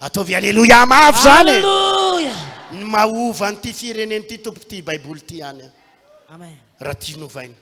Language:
Malagasy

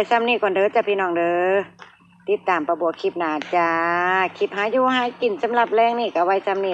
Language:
Northeastern Thai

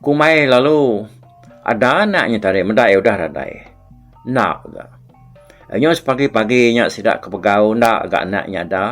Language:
Iban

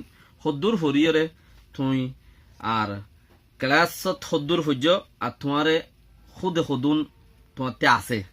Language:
Rohingya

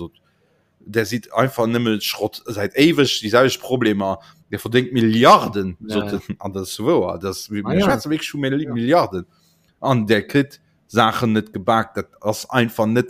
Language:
Luxembourgish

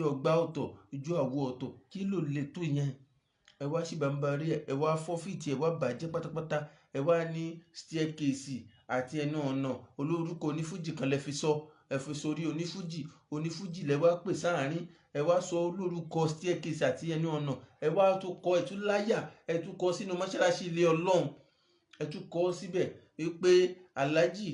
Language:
Yoruba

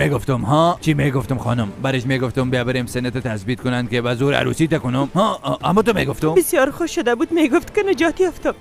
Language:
Persian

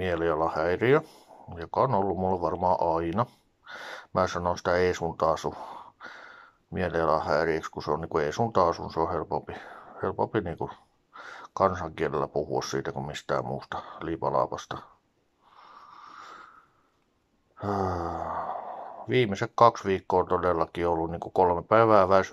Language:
Finnish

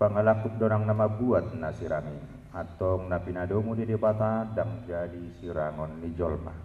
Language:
Batak Toba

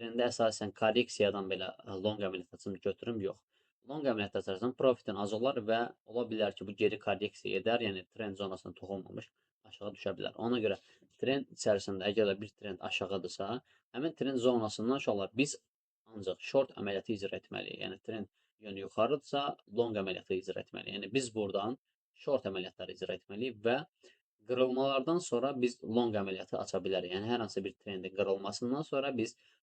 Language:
Azerbaijani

